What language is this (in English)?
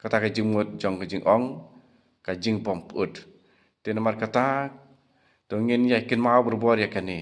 Khasi